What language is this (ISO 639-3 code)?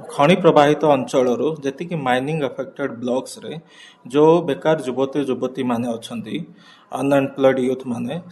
ori